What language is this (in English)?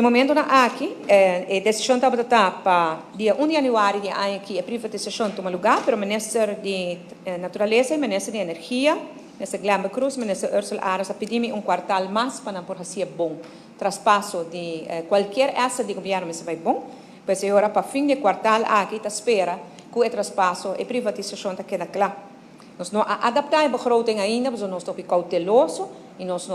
Papiamento